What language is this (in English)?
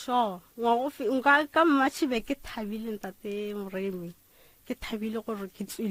Northern Sotho